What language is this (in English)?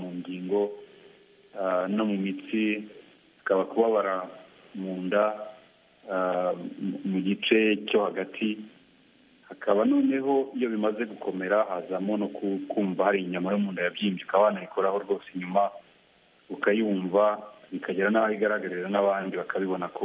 Kinyarwanda